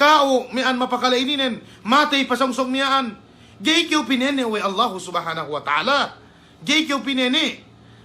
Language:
Yakan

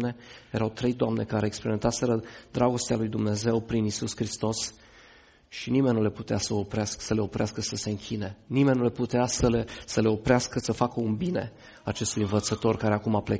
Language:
Romanian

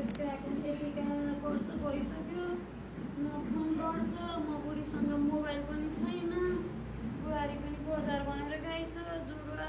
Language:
Nepali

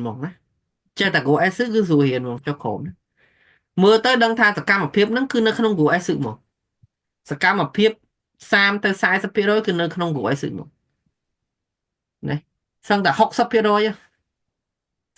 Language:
Khmer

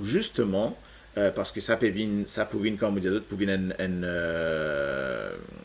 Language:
Morisyen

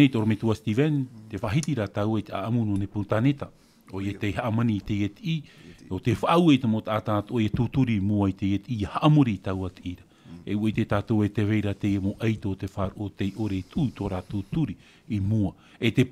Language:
Tahitian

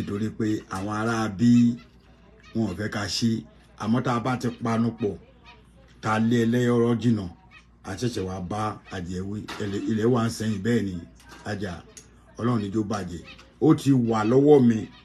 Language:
Yoruba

